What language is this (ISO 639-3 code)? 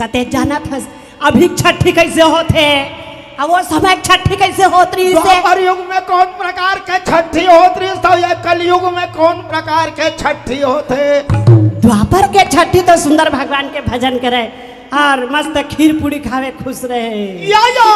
hne